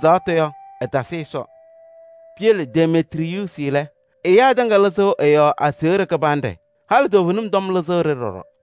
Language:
Kabiyè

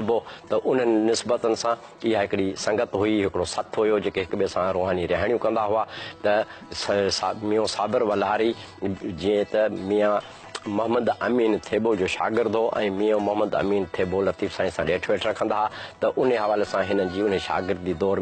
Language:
Sindhi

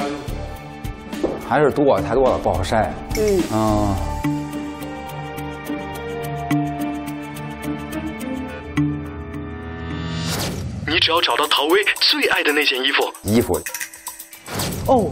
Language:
Chinese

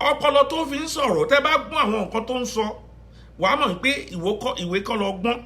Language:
Yoruba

